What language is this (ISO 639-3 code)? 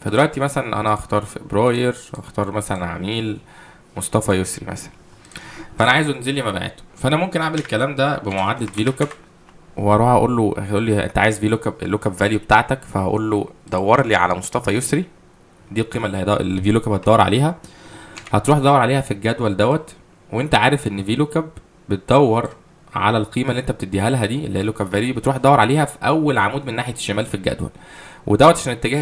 arz